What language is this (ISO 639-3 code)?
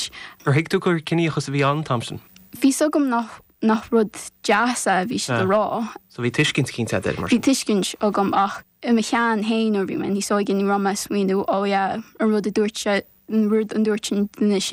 gle